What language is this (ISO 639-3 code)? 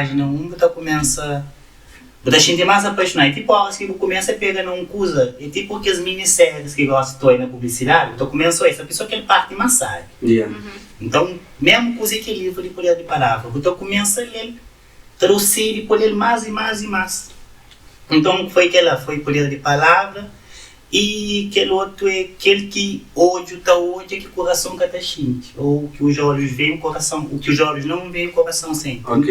kea